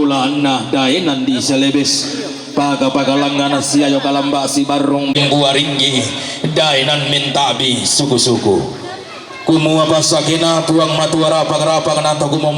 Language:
Toraja-Sa'dan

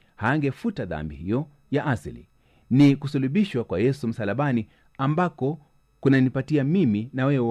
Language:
Swahili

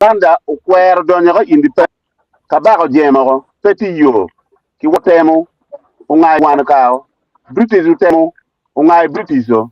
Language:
Acoli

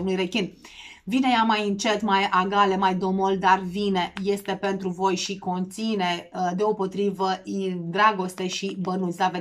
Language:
Romanian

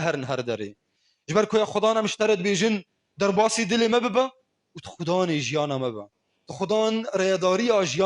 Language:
Kurdish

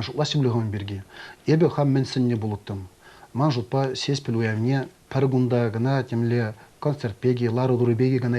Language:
Chuvash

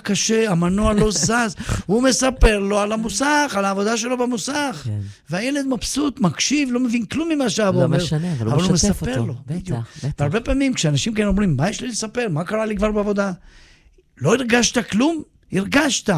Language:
Hebrew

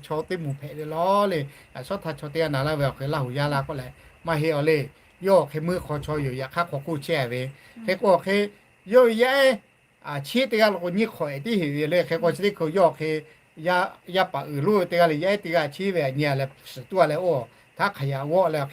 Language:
Lahu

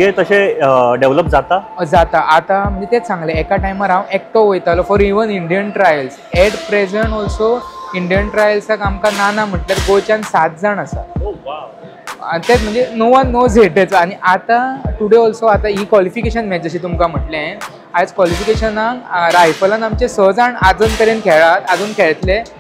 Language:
Konkani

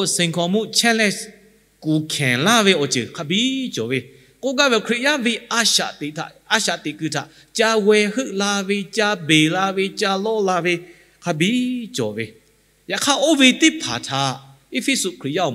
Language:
Lahu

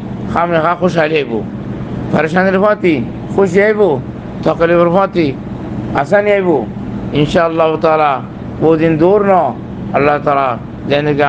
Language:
Rohingya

